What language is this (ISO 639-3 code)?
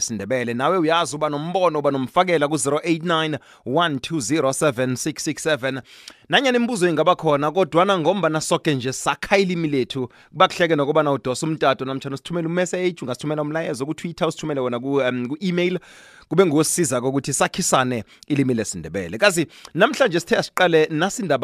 nbl